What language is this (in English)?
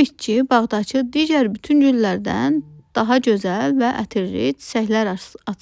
Azerbaijani